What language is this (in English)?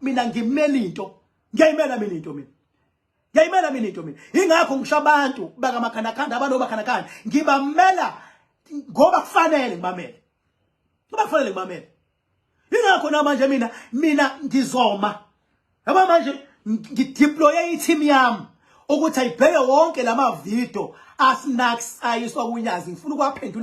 Zulu